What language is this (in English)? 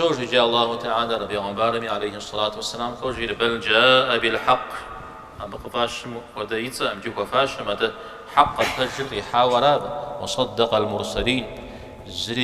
Kabardian